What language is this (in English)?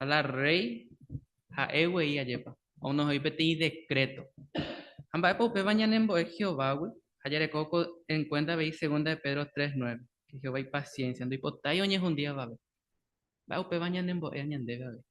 Guarani